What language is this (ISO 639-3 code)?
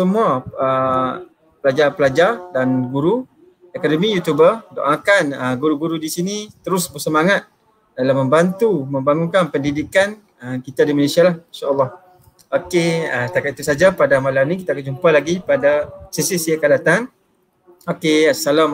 msa